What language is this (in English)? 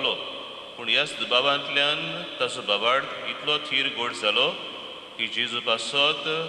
Konkani